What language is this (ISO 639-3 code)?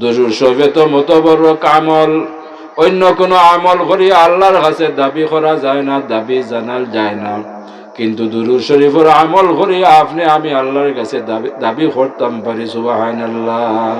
syl